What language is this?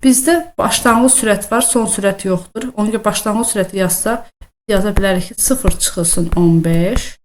Azerbaijani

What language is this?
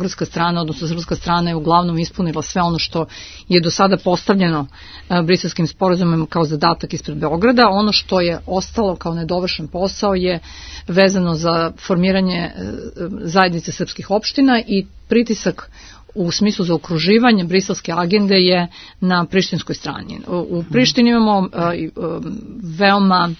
Serbian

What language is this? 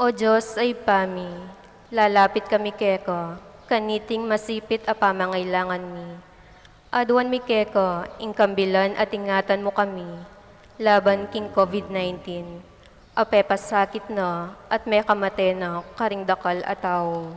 Pampanga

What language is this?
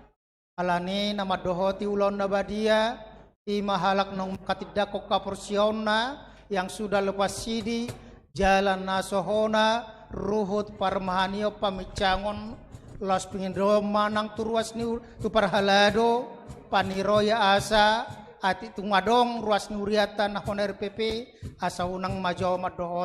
Batak Toba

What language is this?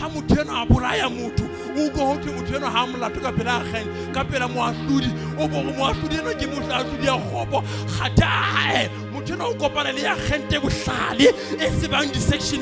Southern Sotho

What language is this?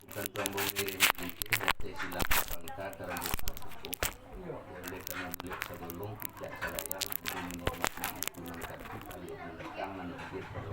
Minangkabau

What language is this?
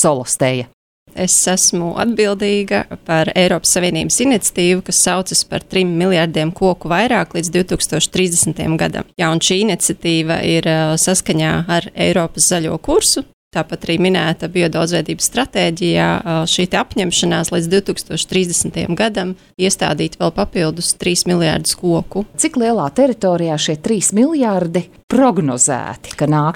Latvian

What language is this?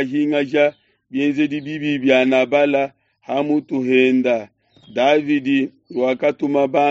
Luba-Lulua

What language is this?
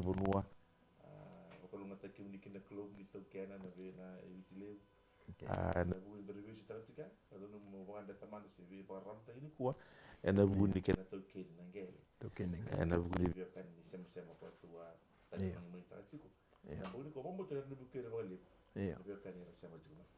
Fijian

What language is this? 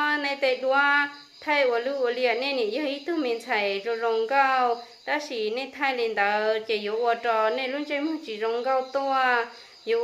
Hmong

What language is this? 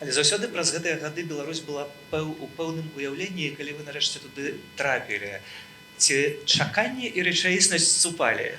Belarusian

